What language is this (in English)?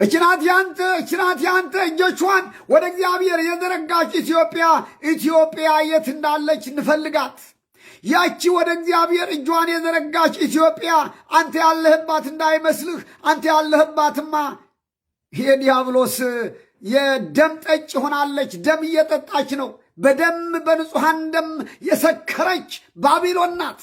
Amharic